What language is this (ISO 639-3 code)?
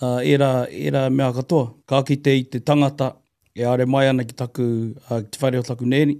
mri